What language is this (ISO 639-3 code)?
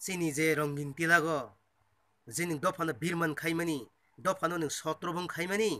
trp